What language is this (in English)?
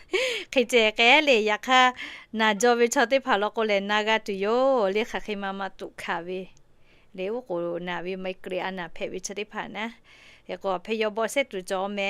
Lahu